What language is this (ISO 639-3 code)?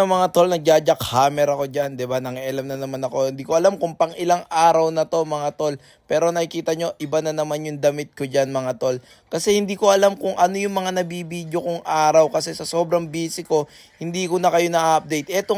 fil